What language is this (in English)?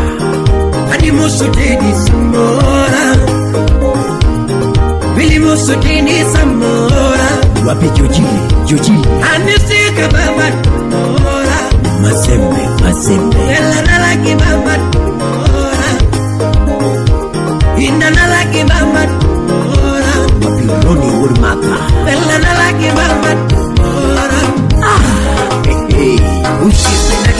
Swahili